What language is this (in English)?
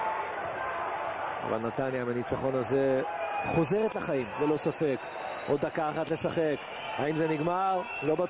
Hebrew